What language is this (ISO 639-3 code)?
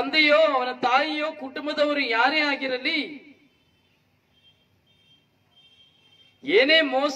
kan